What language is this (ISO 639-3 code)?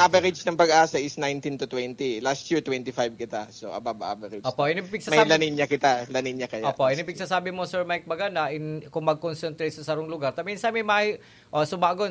bik